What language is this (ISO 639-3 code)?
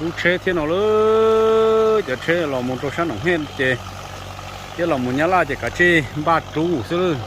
hmn